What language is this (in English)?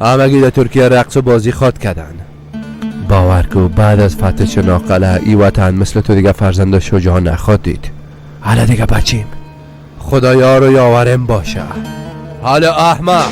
Persian